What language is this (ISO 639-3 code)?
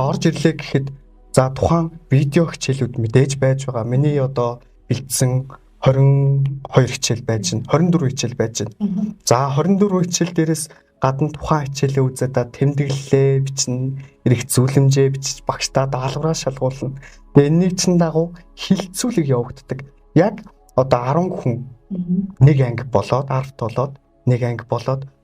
mon